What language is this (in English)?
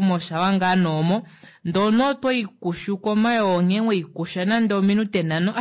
Kuanyama